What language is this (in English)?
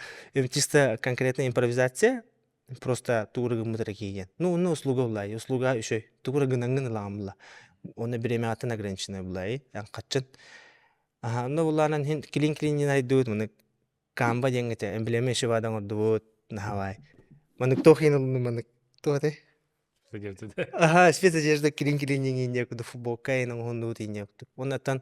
Yakut